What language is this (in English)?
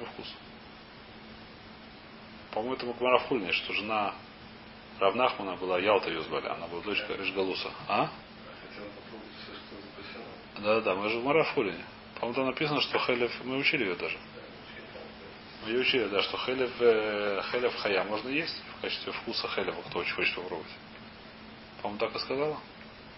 Russian